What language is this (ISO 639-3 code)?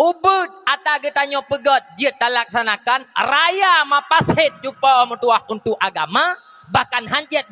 ace